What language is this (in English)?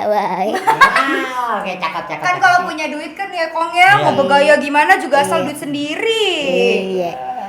Betawi